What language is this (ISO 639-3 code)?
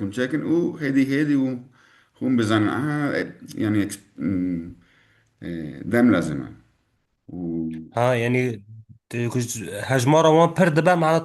kur